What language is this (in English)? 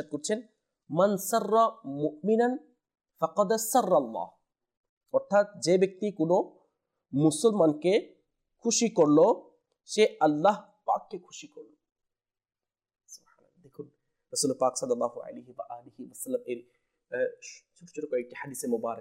Bangla